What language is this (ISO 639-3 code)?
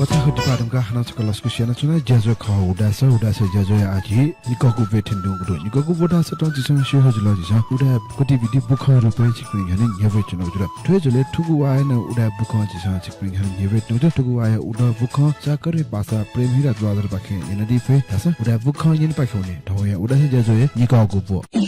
new